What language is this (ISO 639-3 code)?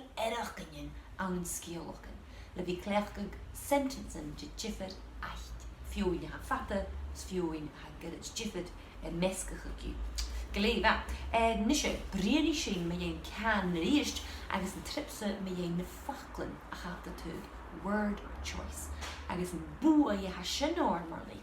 gla